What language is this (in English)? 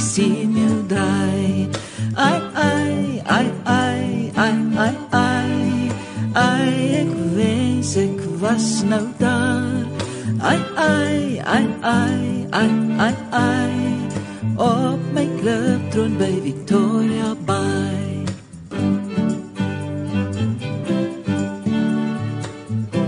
Afrikaans